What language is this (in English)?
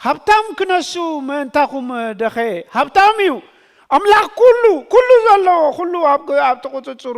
Tigrinya